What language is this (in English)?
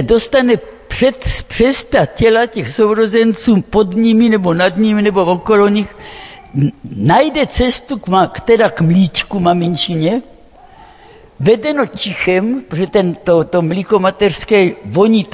Czech